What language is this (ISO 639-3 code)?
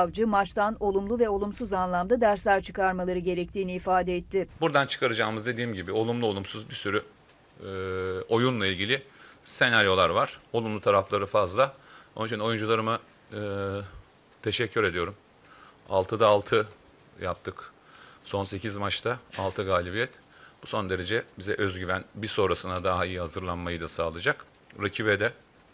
tur